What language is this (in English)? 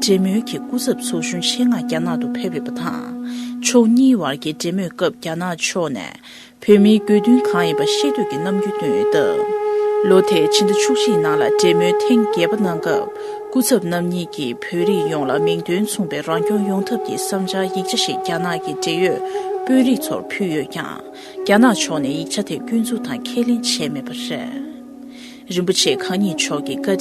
Tibetan